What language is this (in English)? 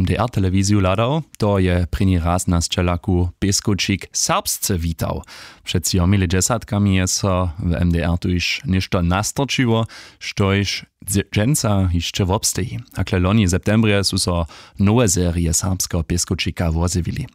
Upper Sorbian